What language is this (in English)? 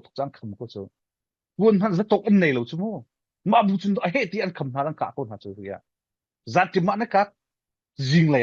Falam Chin